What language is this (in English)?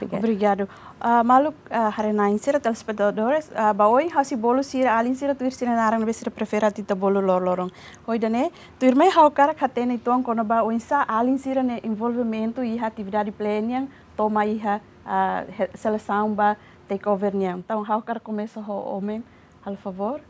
Tetum